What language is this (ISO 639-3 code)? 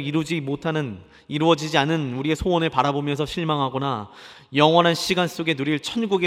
kor